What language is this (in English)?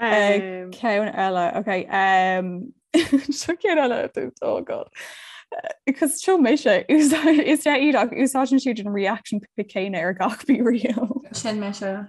Irish